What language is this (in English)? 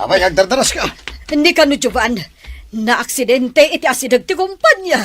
Iloko